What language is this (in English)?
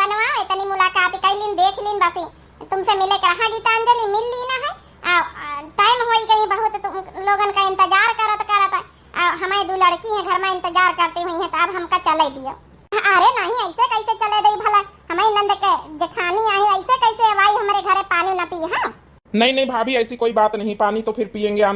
Awadhi